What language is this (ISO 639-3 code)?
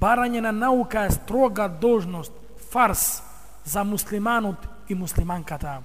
mkd